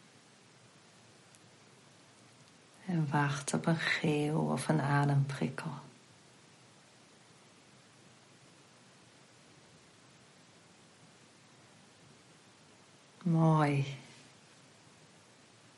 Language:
Dutch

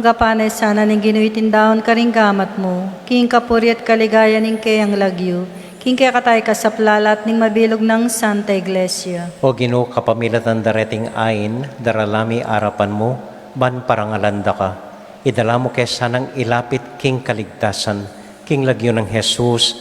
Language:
Pampanga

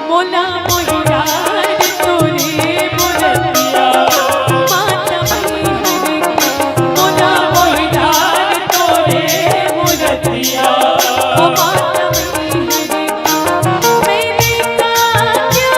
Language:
Chhattisgarhi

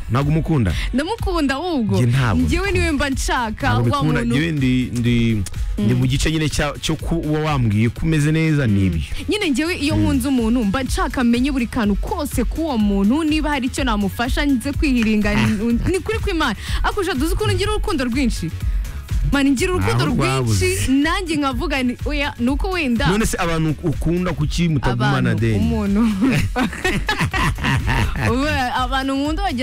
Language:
Kinyarwanda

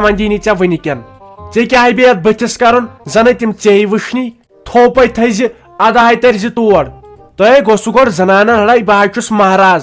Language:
Kashmiri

